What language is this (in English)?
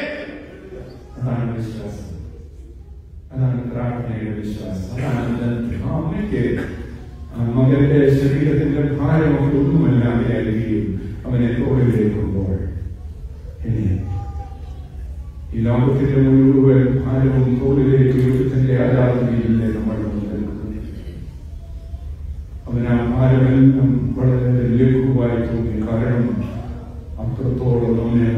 Malayalam